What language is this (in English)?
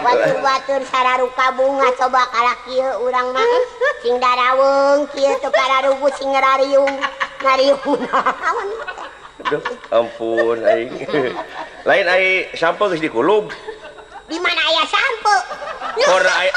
Sundanese